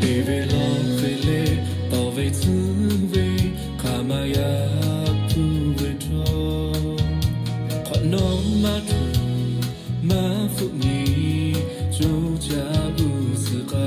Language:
Lahu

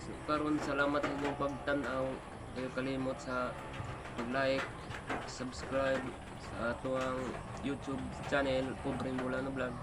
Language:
Cebuano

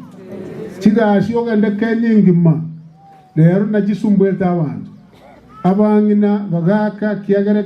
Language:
Gusii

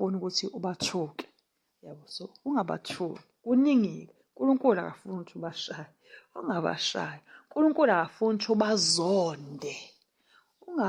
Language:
Zulu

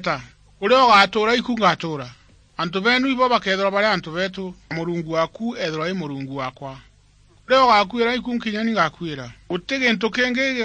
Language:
Meru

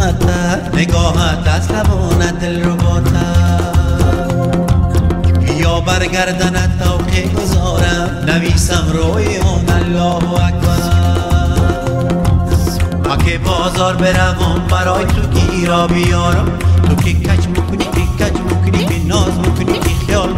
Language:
Persian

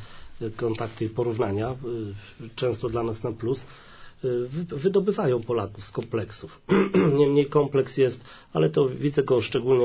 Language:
Polish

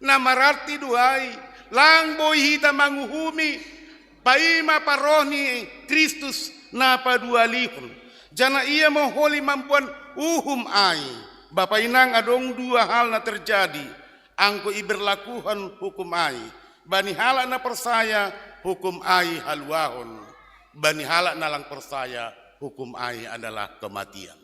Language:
Batak Simalungun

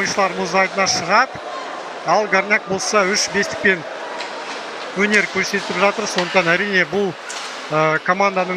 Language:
Kazakh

